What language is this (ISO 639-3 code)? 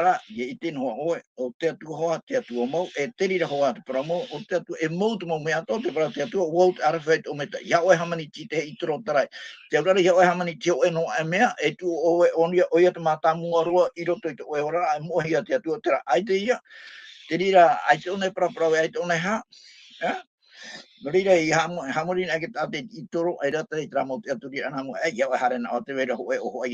tah